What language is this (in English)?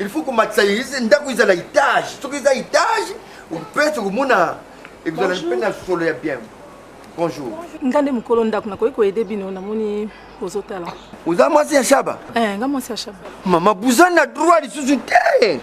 Lingala